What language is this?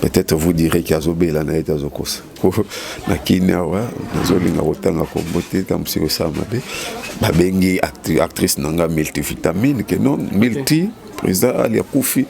Lingala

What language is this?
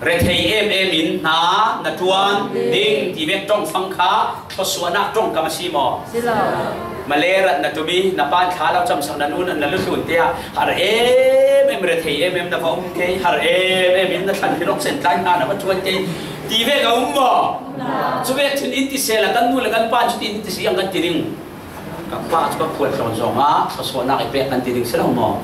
Falam Chin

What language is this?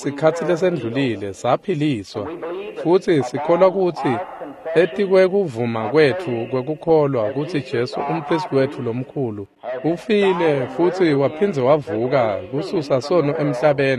Swati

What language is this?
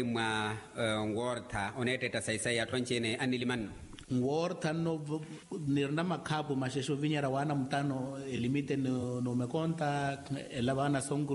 Makhuwa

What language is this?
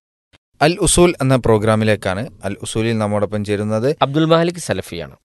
Malayalam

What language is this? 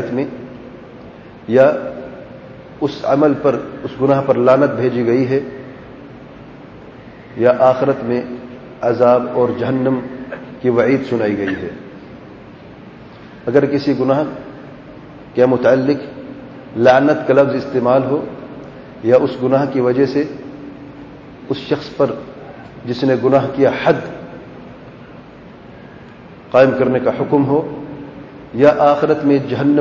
Urdu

